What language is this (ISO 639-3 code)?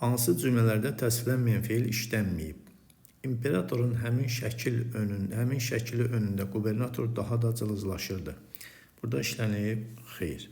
aze